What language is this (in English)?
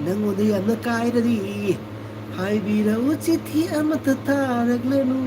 Manipuri